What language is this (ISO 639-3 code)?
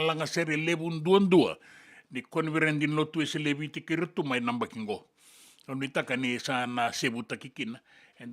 fij